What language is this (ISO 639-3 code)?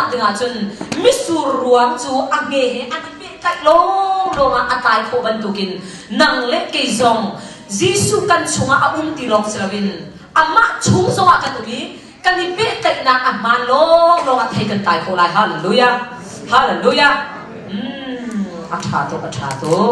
cnh